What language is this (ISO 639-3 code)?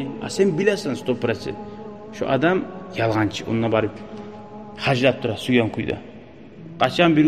kum